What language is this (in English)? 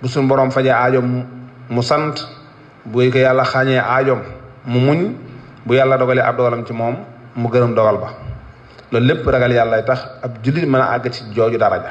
Wolof